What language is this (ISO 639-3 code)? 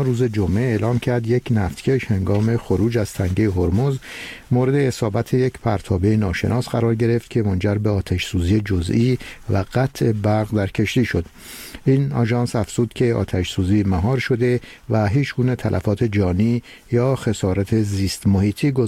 fas